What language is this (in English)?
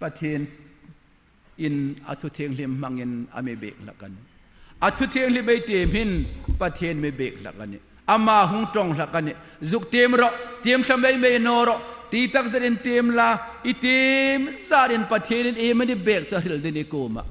Hmar